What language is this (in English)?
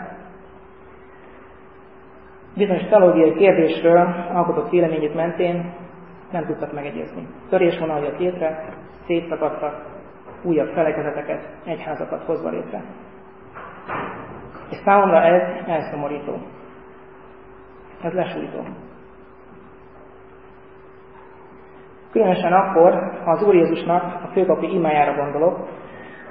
Hungarian